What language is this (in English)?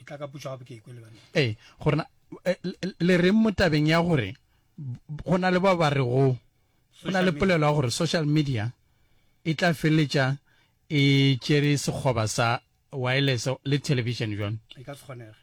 Northern Sotho